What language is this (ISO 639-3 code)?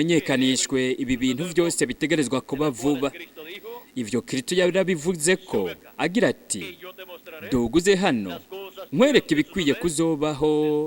run